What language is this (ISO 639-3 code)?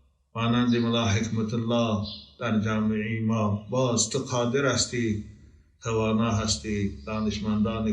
tgk